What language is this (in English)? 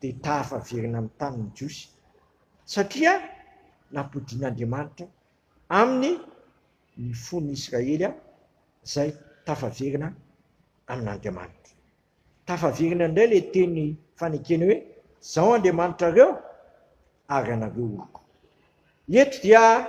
Malagasy